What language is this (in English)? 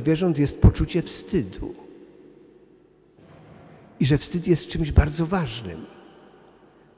Polish